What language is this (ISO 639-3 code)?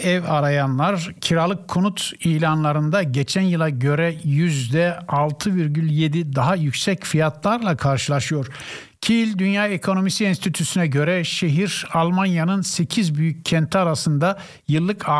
tur